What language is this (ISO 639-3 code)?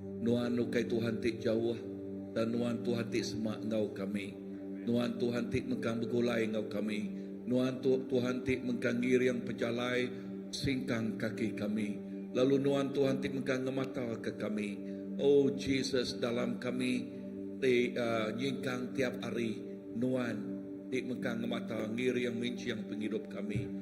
iba